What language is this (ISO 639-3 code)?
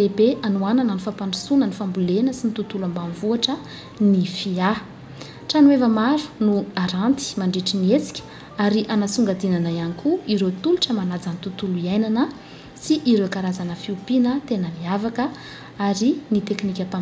mlg